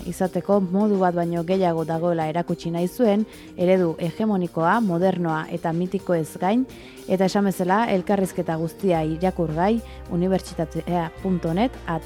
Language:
Basque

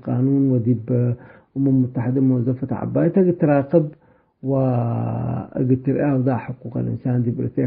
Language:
Tigre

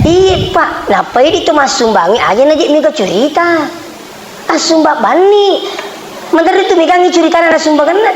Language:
Buginese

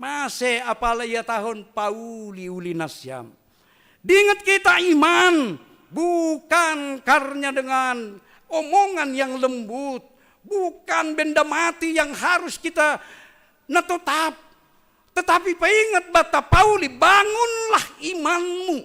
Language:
Batak Simalungun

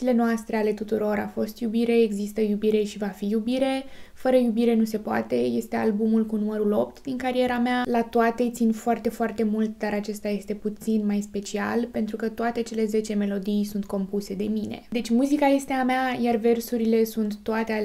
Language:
Romanian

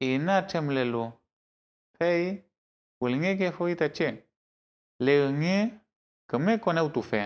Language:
Mapuche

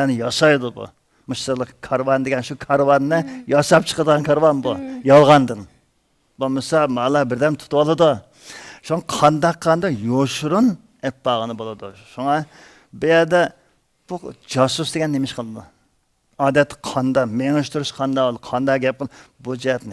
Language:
Uyghur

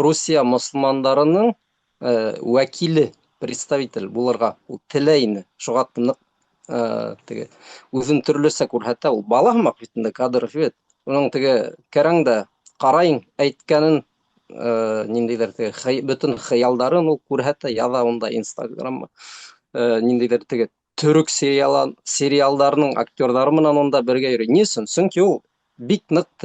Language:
Bashkir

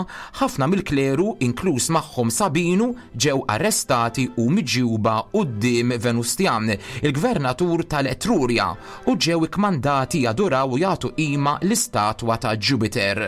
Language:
Maltese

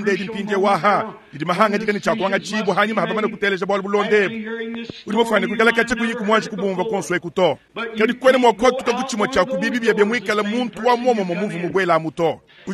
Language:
Luba-Lulua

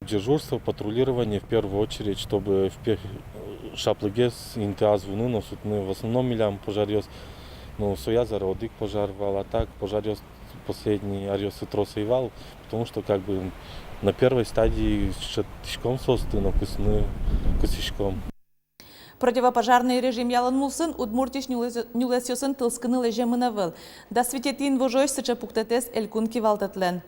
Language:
Udmurt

